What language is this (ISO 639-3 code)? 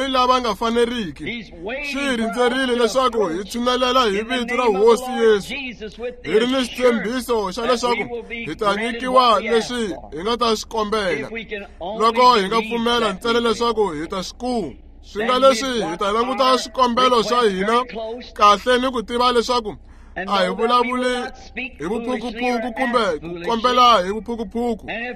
tso